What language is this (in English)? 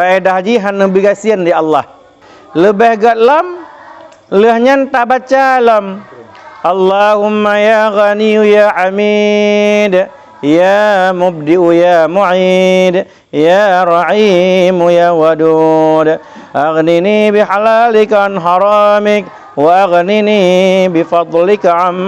Achinese